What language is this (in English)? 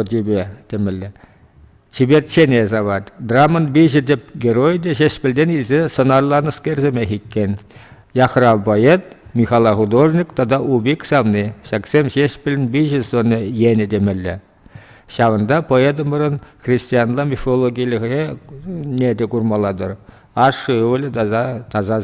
Chuvash